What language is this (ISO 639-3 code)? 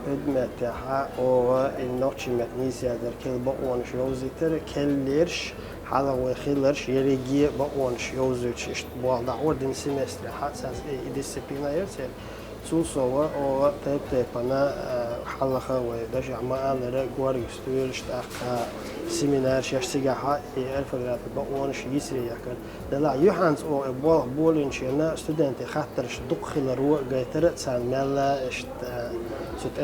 che